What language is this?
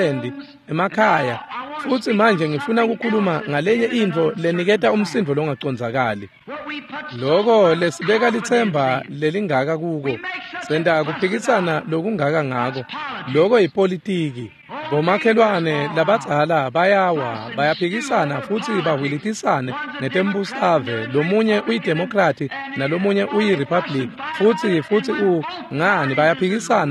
Swati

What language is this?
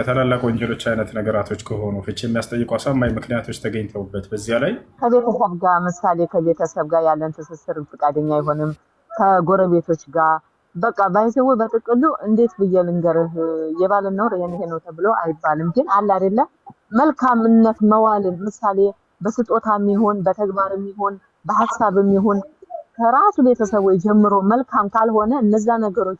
Amharic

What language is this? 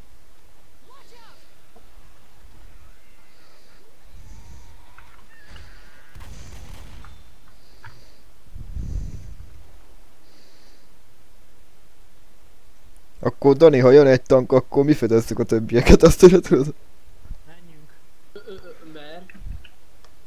Hungarian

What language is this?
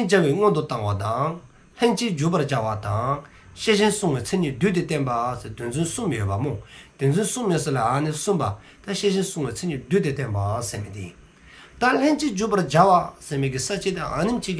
Dzongkha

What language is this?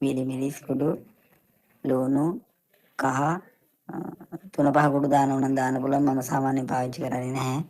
Sinhala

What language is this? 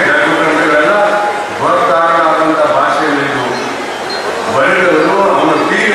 Kannada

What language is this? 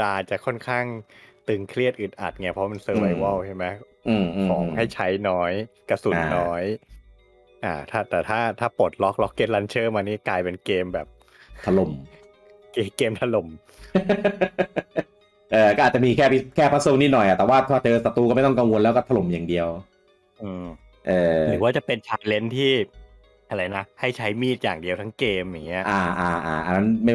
Thai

